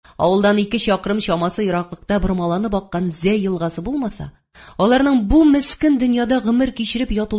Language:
Tatar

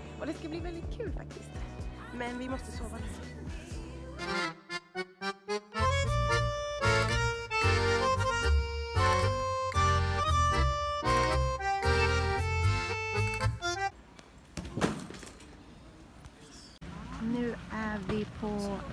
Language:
Swedish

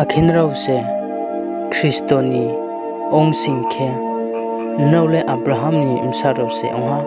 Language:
Riang (India)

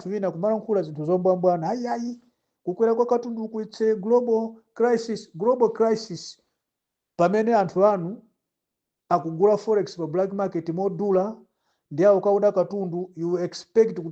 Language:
Nyanja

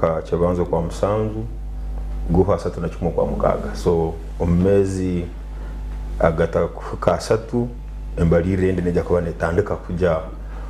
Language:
Nyankole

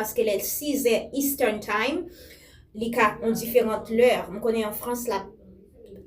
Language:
Haitian Creole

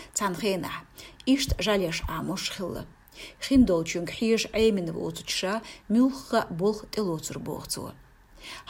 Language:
Chechen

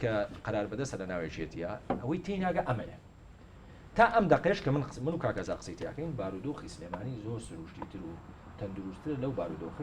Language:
Central Kurdish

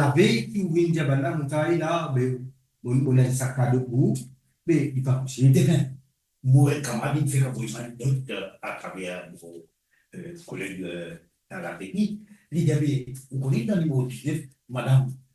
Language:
Morisyen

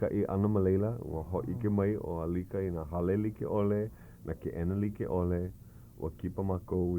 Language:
Hawaiian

